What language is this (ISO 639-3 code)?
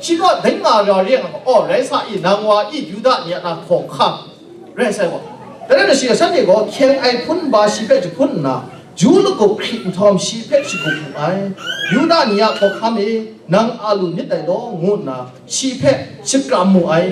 kac